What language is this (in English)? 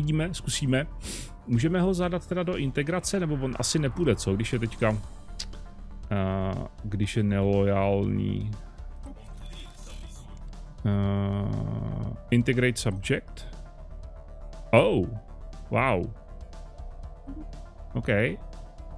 Czech